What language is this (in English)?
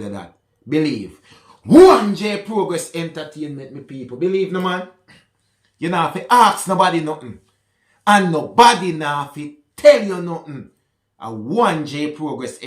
Jamaican Creole English